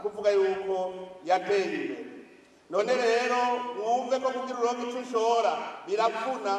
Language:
Rundi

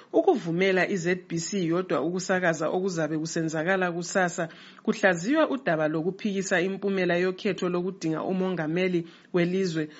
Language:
North Ndebele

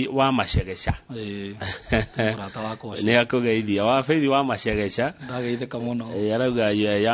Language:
Kikuyu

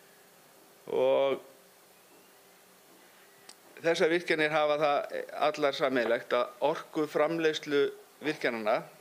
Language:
Icelandic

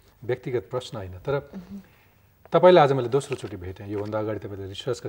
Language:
Nepali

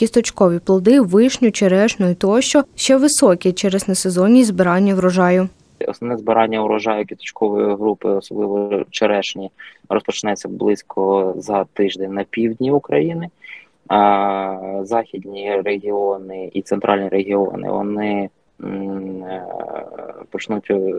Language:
Ukrainian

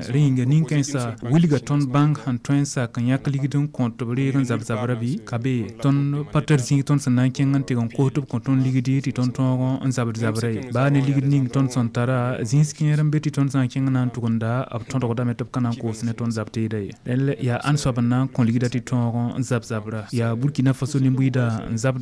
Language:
Mossi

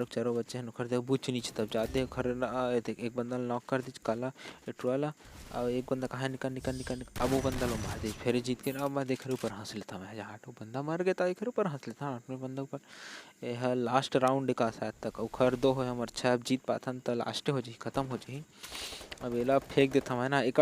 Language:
Chhattisgarhi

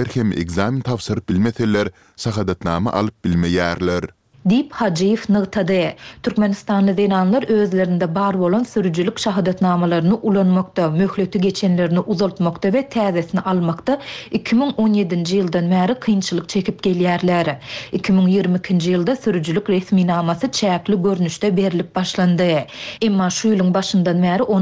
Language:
Turkmen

